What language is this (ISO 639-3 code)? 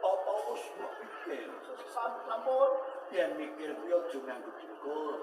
jav